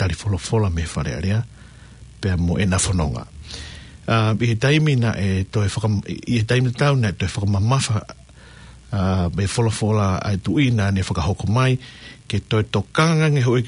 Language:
Tongan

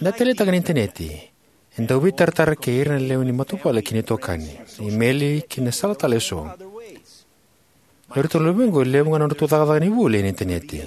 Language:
Fijian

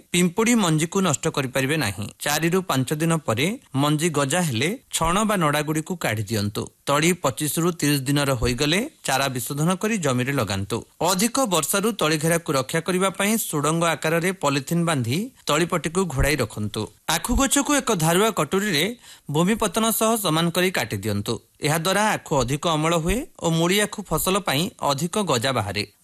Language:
Odia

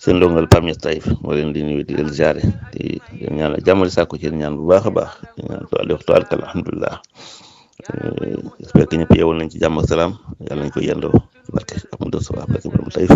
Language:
Wolof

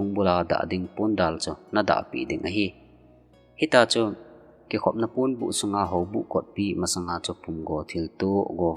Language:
Thado Chin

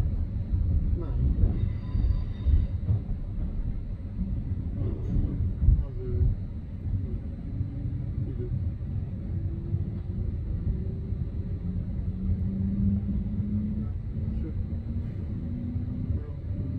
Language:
Hungarian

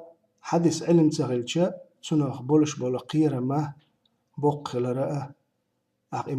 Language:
Chechen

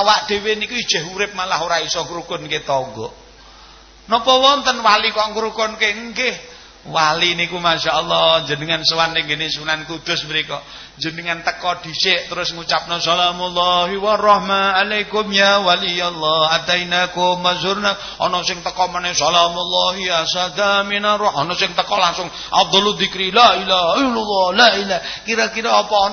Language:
Javanese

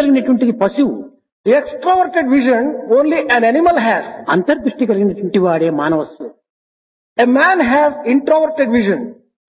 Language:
Telugu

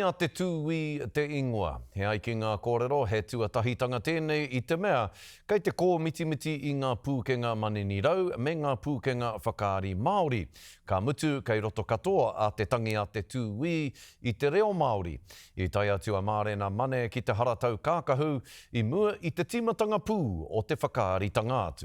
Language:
Māori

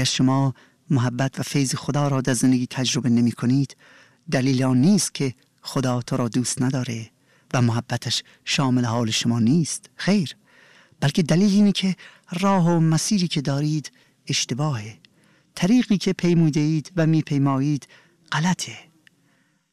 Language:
Persian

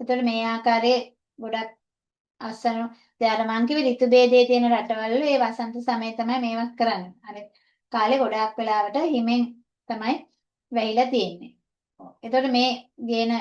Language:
Sinhala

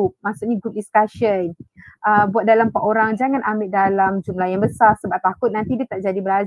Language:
Malay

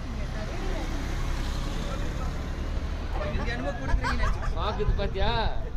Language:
Tamil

